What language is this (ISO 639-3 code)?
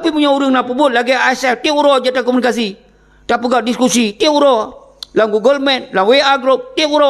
ace